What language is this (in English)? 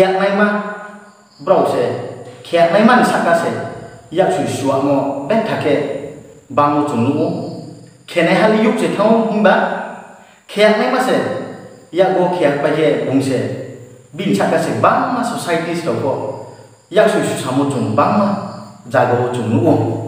Riang (India)